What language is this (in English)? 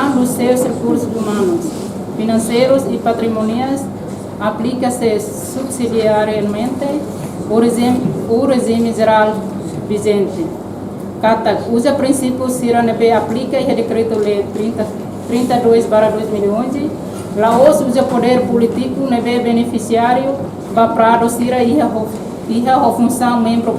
Tetum